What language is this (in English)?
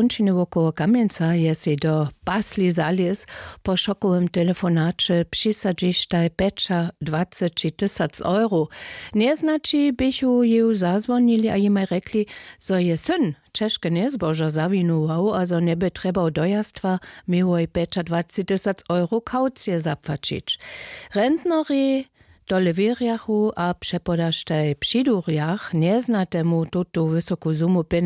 Upper Sorbian